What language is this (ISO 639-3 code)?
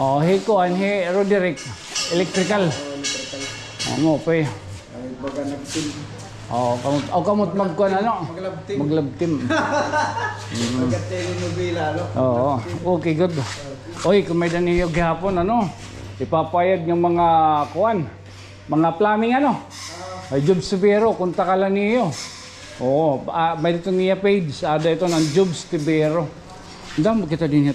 war